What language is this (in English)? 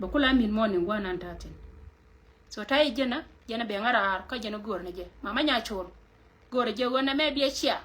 Nuer